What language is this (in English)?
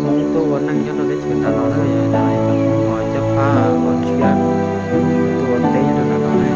Hmong